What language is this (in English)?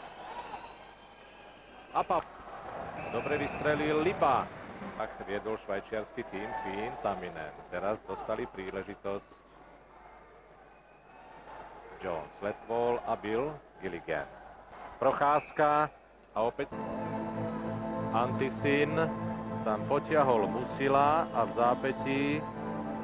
Slovak